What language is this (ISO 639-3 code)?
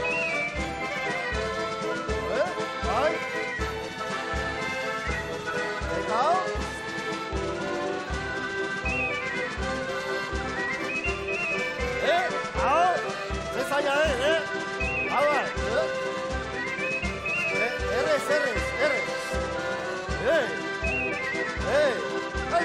eus